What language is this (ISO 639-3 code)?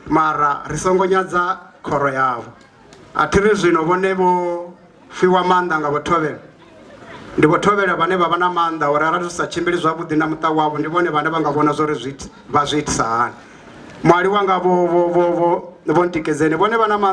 ven